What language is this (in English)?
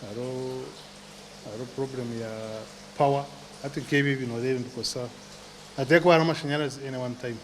Nyankole